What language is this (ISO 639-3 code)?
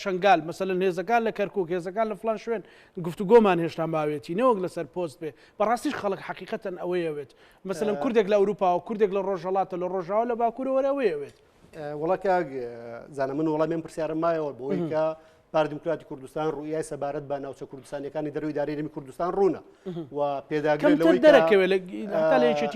ckb